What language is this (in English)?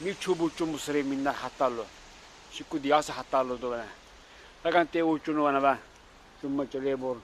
Lak